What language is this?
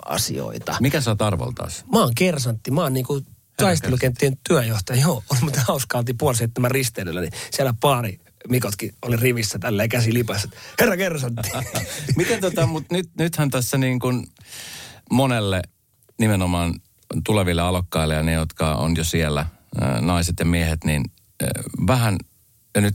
Finnish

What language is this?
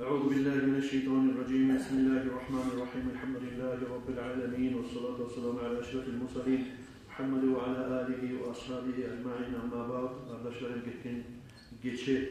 Kumyk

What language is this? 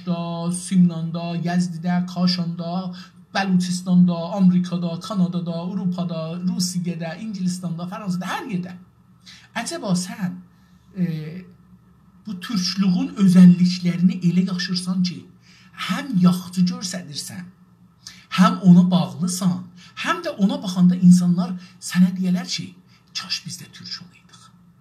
South Azerbaijani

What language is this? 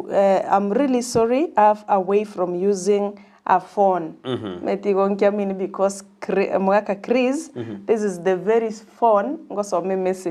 Gusii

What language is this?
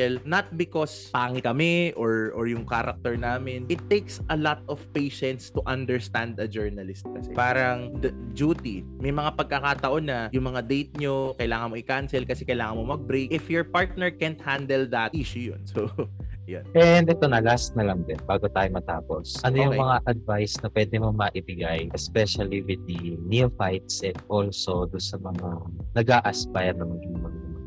Filipino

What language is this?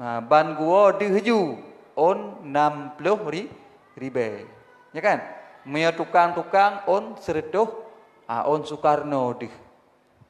Achinese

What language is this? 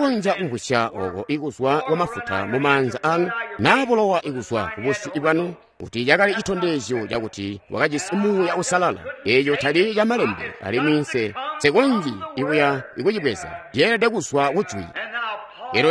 Tonga (Zambia)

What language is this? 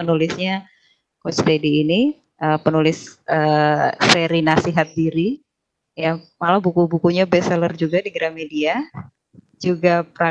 Indonesian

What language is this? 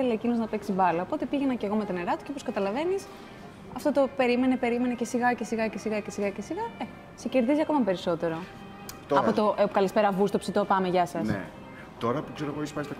Greek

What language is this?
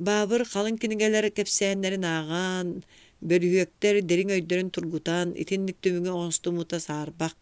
Yakut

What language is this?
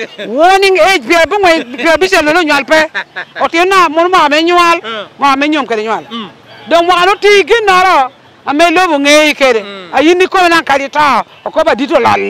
Lango (Uganda)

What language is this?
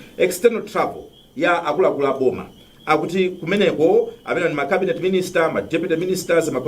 Nyanja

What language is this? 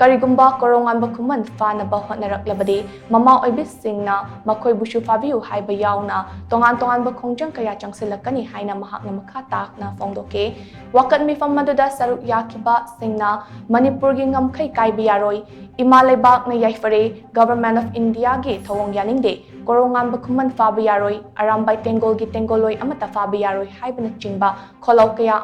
Manipuri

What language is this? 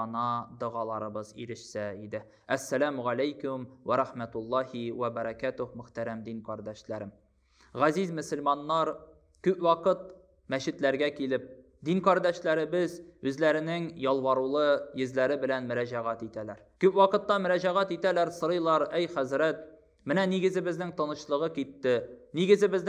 Tatar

